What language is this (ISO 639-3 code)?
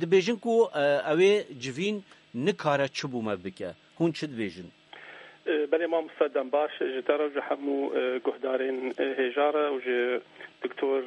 kur